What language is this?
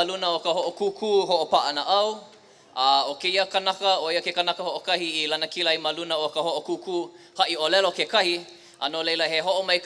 Hawaiian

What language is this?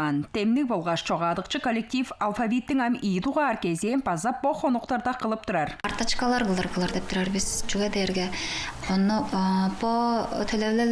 Tuvinian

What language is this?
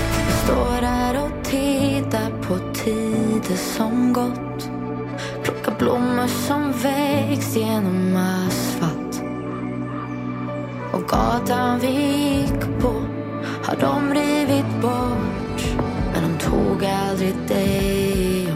Swedish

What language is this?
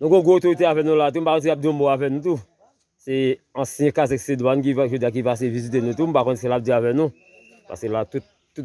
Haitian Creole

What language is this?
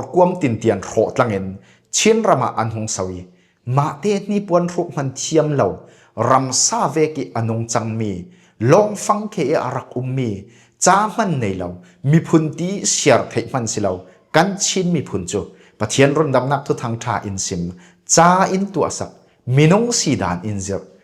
Falam Chin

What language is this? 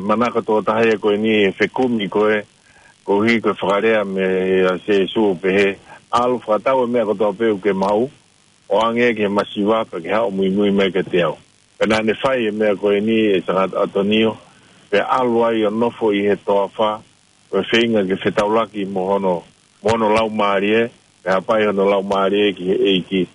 Tongan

